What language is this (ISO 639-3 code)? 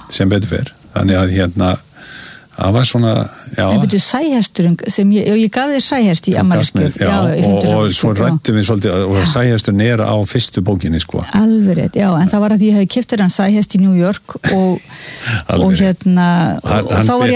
isl